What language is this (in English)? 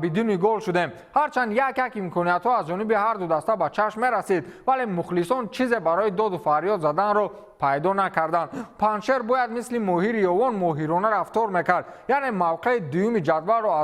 Tajik